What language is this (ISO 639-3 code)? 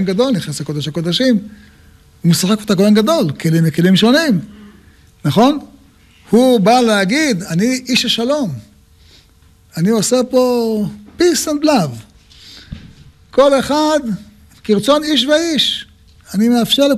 heb